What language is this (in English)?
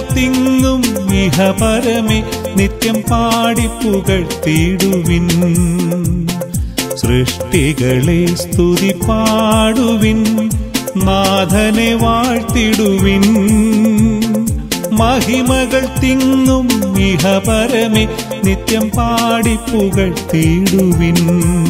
Malayalam